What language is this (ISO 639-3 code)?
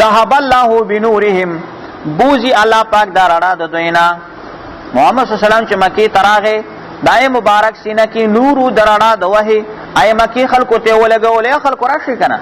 pus